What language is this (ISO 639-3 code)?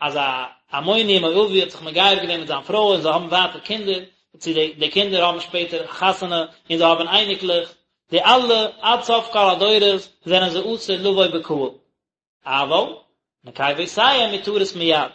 yid